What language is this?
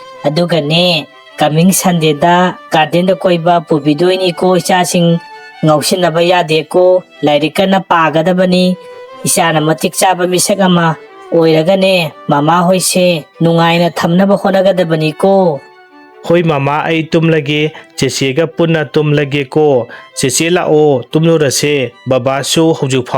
Manipuri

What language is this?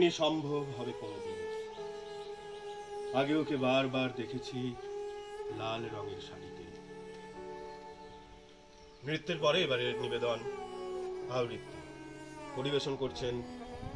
Bangla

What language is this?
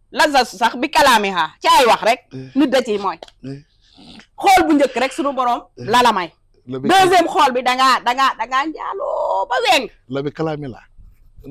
Wolof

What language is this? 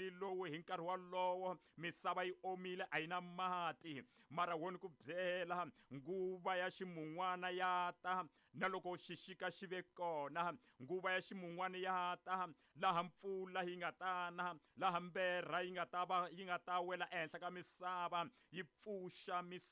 Tsonga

